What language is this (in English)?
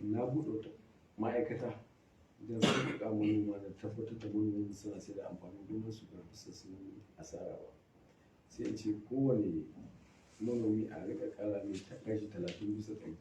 Hausa